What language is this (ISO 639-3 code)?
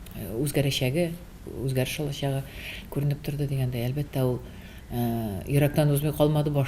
tat